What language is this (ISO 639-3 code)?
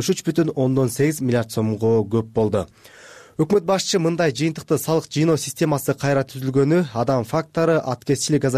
kir